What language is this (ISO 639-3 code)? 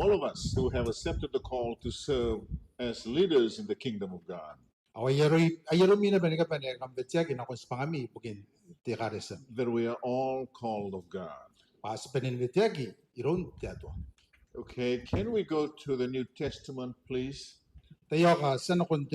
gil